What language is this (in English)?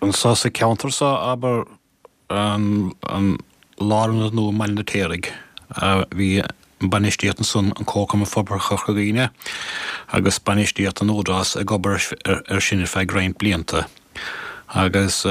Irish